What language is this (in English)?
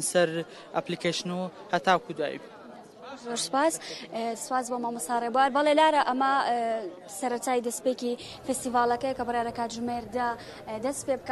Central Kurdish